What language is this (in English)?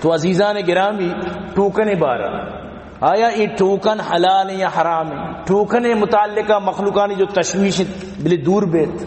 Baluchi